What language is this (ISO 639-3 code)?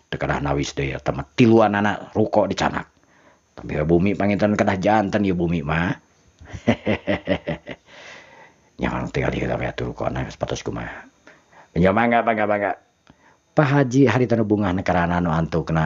sun